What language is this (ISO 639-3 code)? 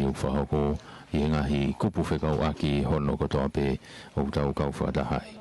ton